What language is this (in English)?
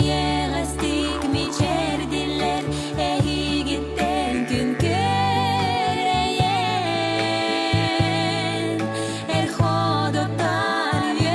Yakut